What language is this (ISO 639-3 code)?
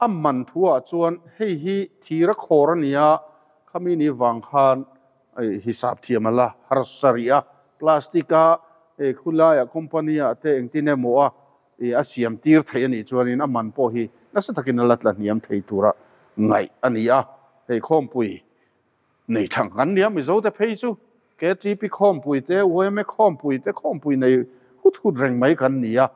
lus